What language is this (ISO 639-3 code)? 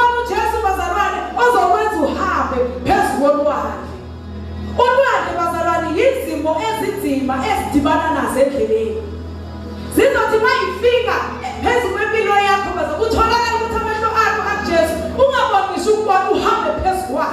zul